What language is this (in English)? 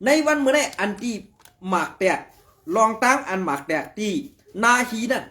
Shan